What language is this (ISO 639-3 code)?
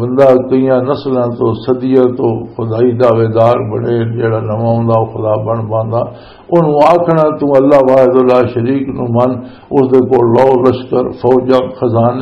lah